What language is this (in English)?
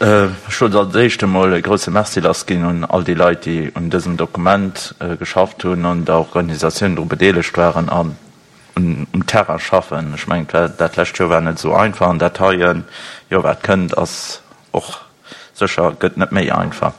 Luxembourgish